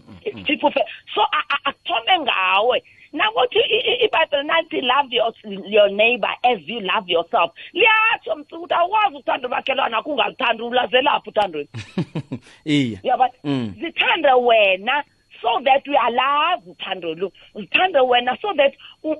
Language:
South Ndebele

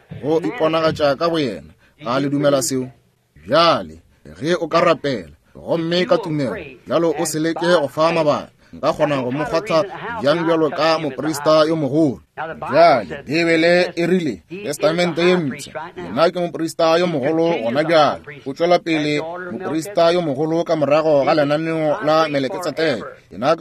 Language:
Northern Sotho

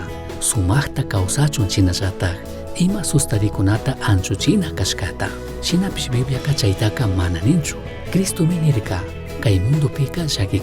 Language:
Chimborazo Highland Quichua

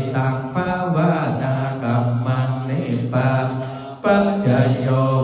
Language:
Pali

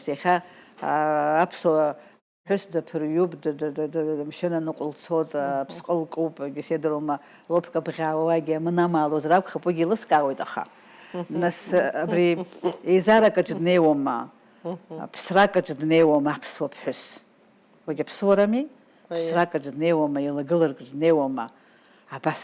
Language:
Abkhazian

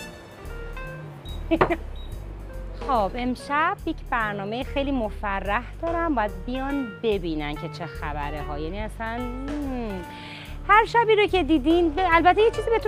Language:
Persian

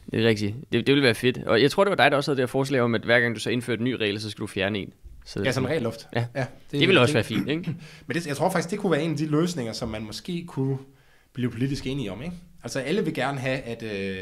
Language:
Danish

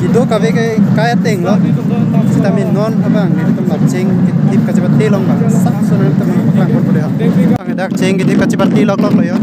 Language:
Karbi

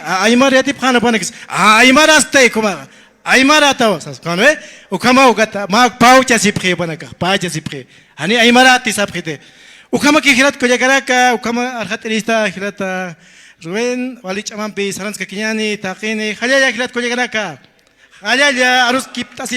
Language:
Aymara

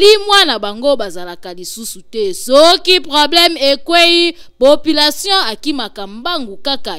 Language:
Lingala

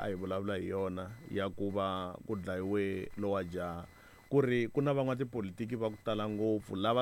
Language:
Tsonga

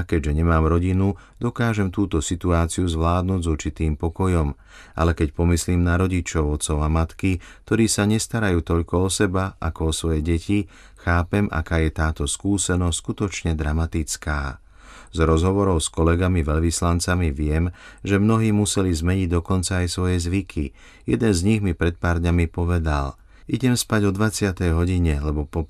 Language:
Slovak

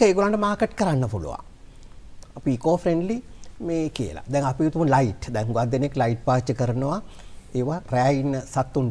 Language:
Sinhala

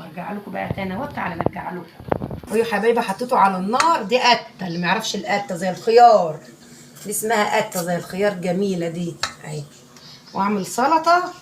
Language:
Egyptian Arabic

